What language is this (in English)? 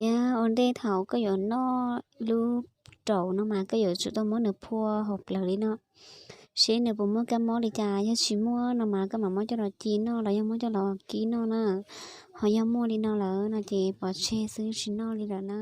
Hmong